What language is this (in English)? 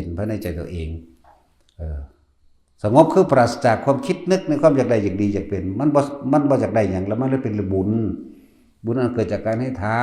Lao